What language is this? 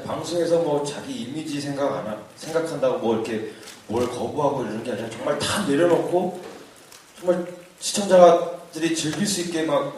Korean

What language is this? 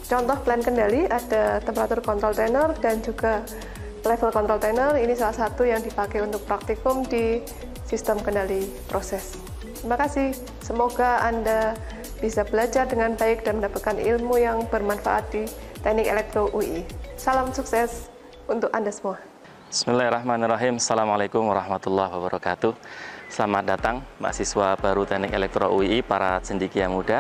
Indonesian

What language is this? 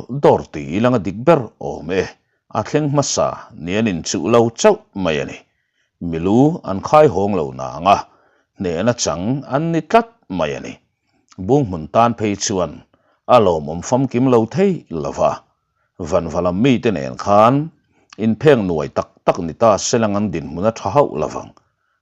Mizo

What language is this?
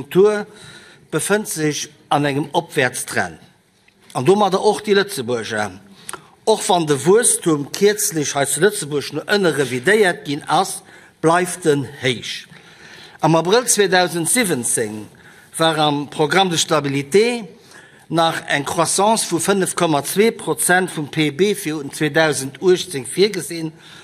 Luxembourgish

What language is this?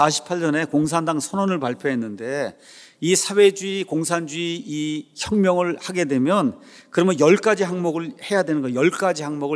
Korean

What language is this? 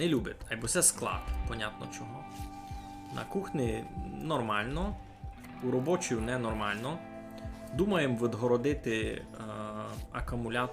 Rusyn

